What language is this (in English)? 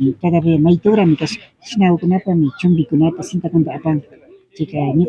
Imbabura Highland Quichua